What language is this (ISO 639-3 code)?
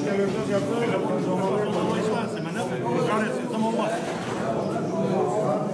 tur